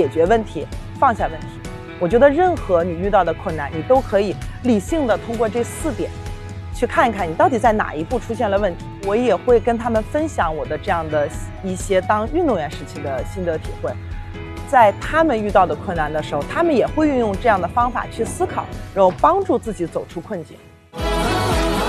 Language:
Chinese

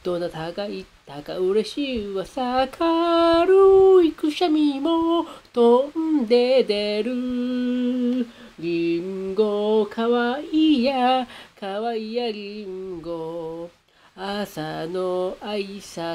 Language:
Japanese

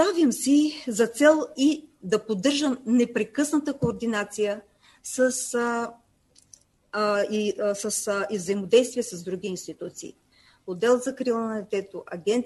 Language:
Bulgarian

